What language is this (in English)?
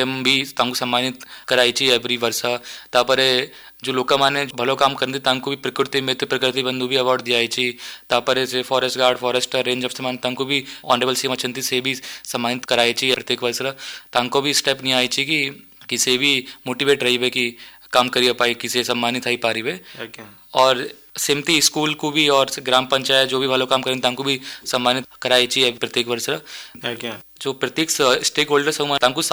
Odia